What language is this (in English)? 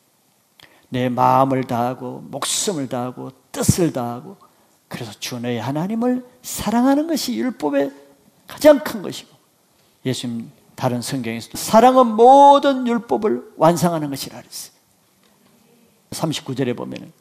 Korean